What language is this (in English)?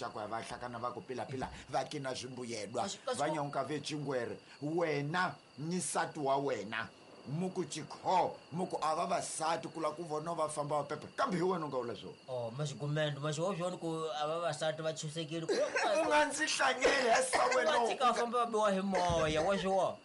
Tsonga